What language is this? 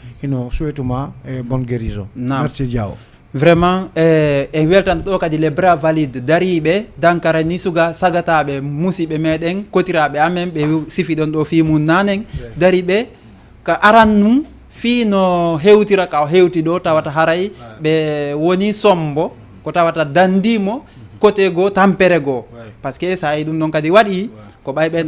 Fula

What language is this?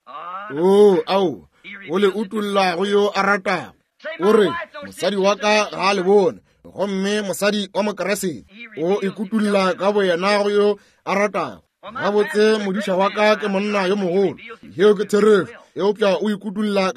Northern Sotho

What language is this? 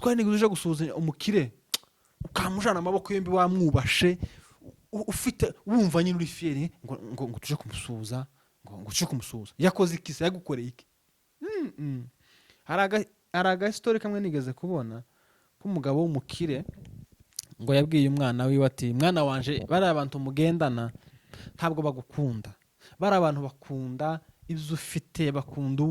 Rundi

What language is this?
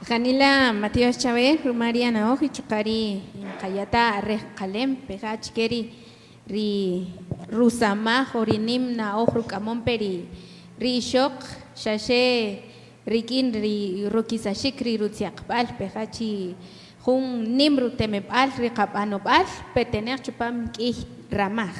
Kaqchikel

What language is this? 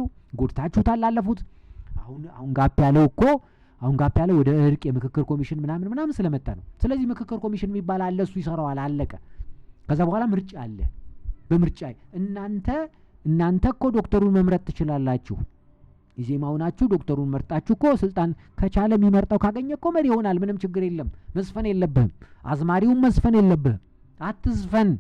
Amharic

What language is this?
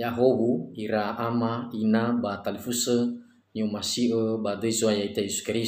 Nias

